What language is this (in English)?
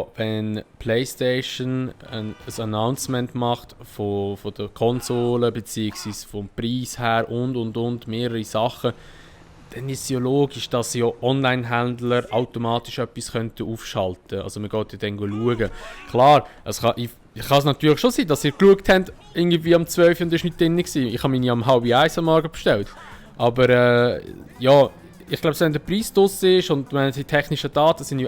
Swiss German